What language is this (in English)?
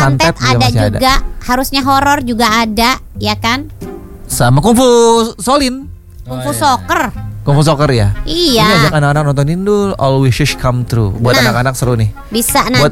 Indonesian